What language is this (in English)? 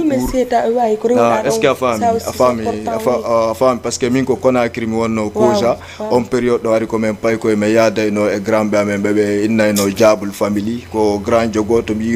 Fula